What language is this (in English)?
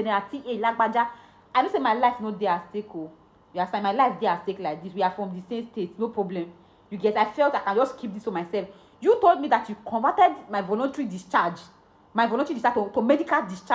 Nigerian Pidgin